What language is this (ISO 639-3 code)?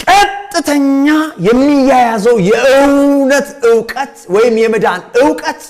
amh